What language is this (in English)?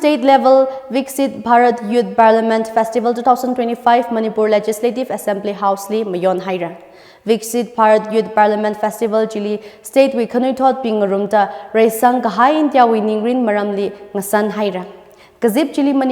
Tangkhul Naga (India)